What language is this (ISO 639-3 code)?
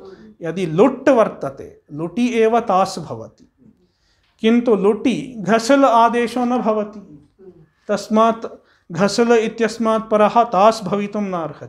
san